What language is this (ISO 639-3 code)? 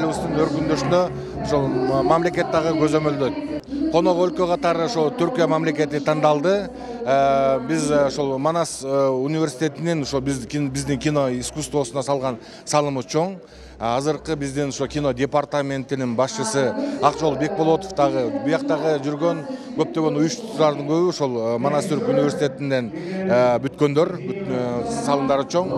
kir